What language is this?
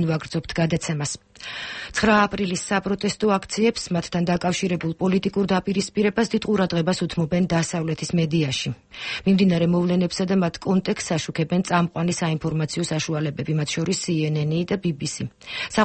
Georgian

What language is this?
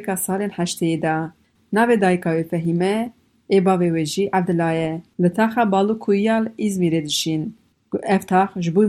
Kurdish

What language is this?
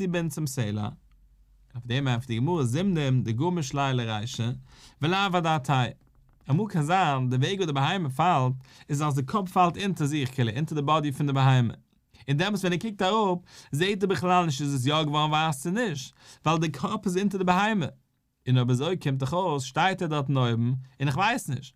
Yiddish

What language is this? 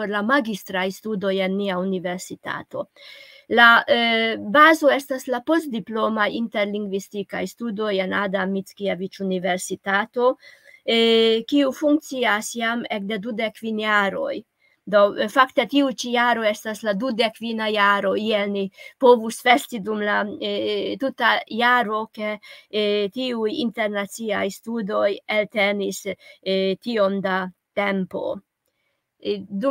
Esperanto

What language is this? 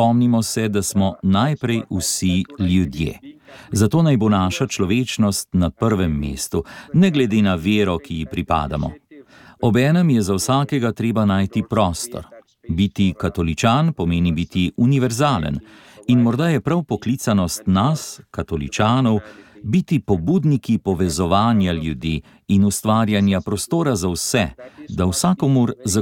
Slovenian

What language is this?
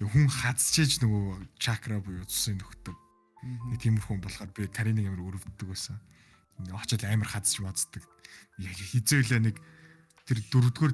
Mongolian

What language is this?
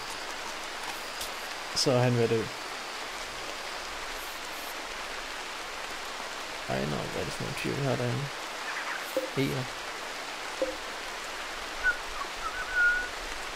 Danish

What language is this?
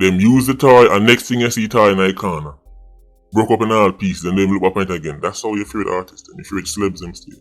Jamaican Creole English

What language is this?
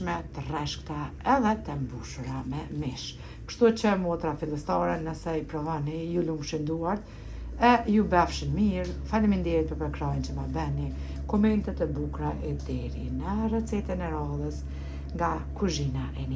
Albanian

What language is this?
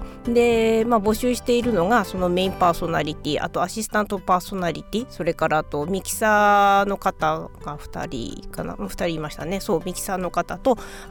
Japanese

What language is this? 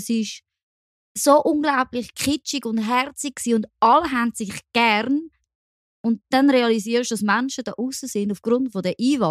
German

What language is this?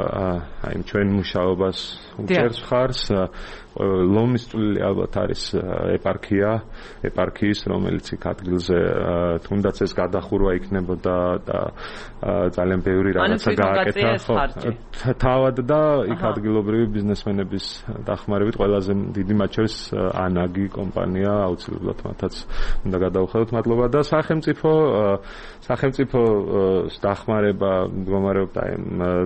Georgian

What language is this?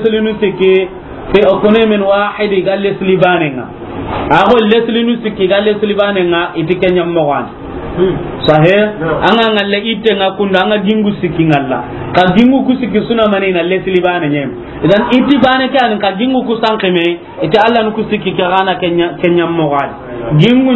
Soninke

